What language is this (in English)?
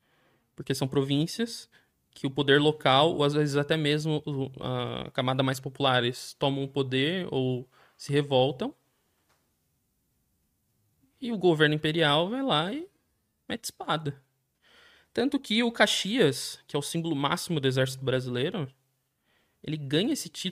Portuguese